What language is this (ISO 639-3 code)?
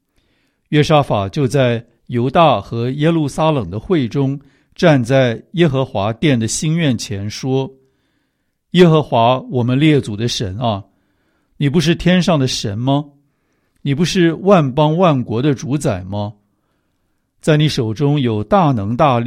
zho